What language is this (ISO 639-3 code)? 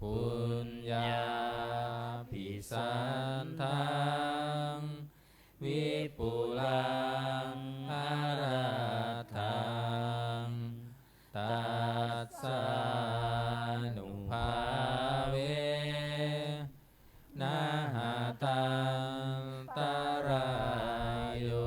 pli